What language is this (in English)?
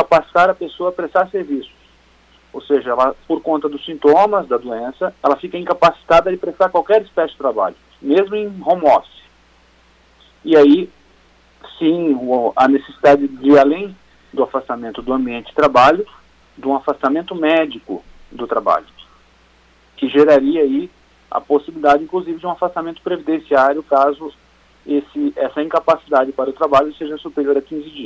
Portuguese